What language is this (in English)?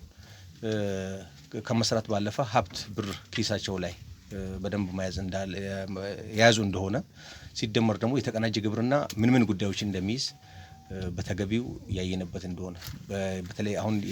Amharic